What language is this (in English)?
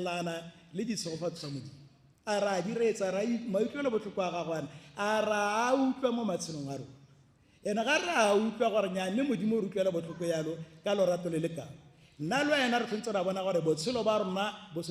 Tswana